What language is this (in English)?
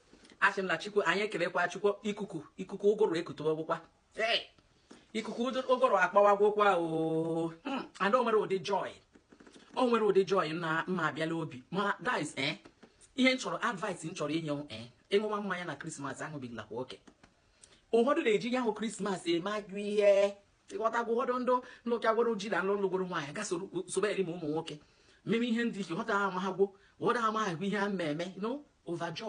Igbo